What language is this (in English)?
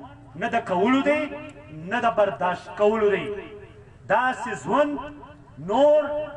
Pashto